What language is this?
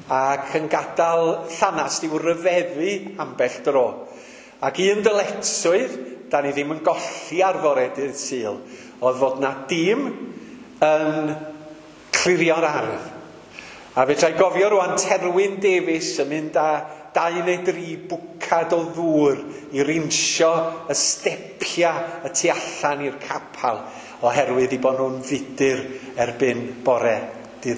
Welsh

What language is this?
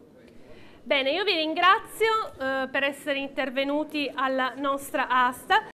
Italian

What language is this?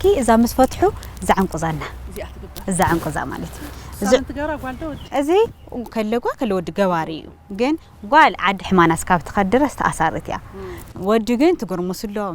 Tigrinya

